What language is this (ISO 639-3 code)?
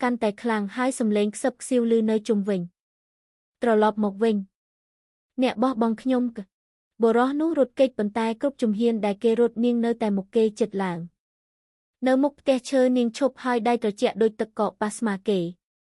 khm